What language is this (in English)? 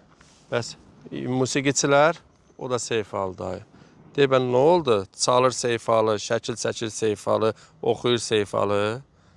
Azerbaijani